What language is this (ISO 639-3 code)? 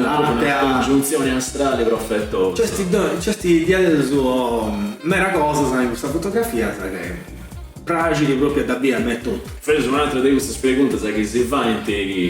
srd